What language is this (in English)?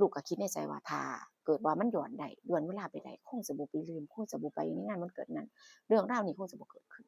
Northeastern Thai